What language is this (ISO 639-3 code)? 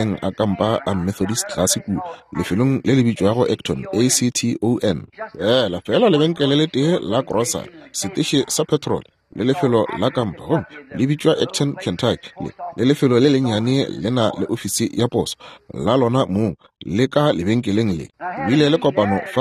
nso